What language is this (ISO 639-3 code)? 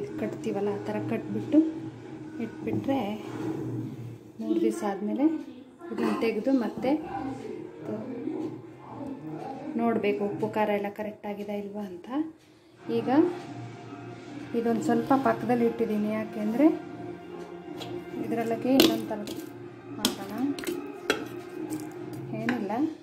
kan